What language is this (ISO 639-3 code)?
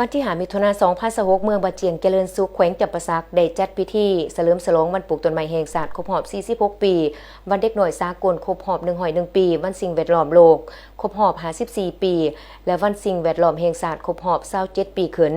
lao